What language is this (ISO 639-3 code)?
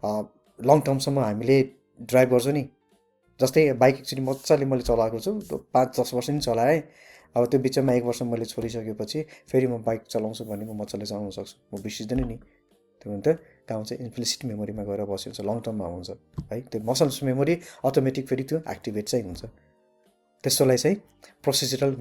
nep